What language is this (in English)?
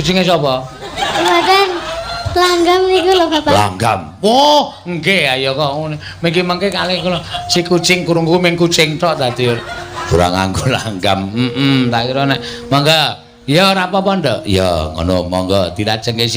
Javanese